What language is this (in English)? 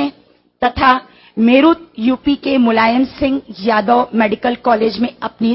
Hindi